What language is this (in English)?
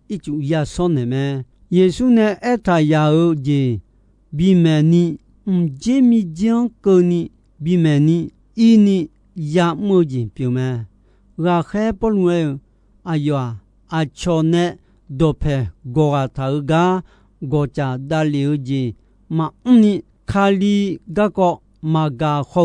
Akha